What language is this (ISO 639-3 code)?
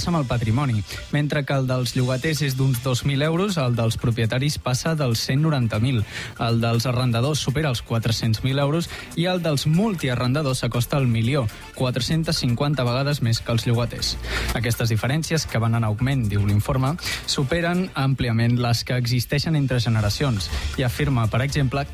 cat